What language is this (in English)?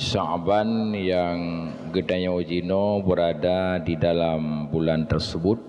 Achinese